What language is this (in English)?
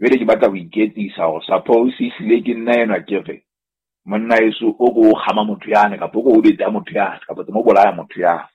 Southern Sotho